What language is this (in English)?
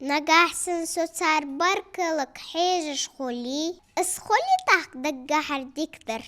Ingush